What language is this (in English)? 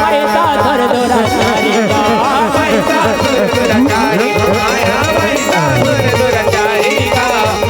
Chhattisgarhi